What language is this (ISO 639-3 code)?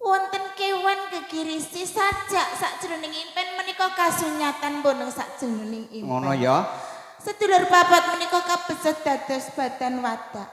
jav